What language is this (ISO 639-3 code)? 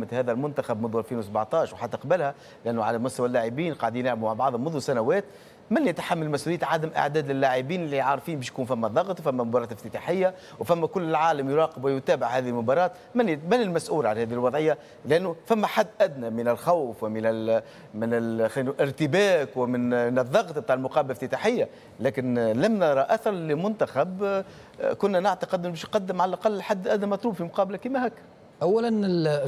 aeb